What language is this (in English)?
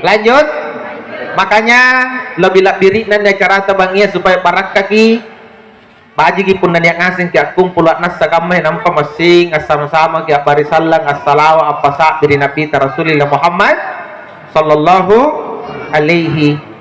Makasar